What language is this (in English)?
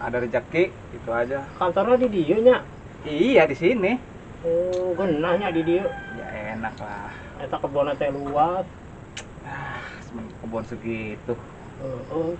Betawi